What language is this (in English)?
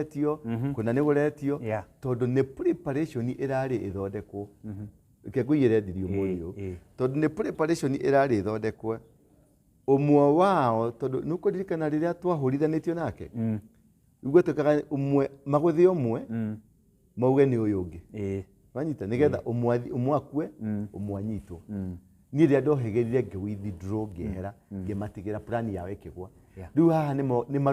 Kikuyu